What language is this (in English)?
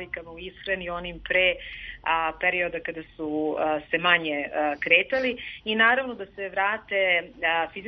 Serbian